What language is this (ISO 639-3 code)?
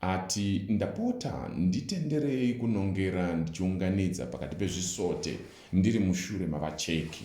sna